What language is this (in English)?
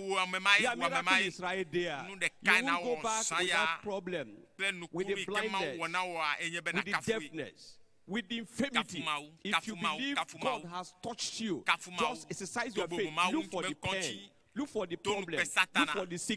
Ewe